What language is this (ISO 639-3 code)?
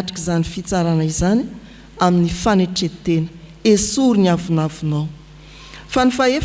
mlg